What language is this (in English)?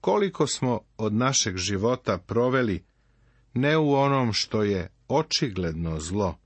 Serbian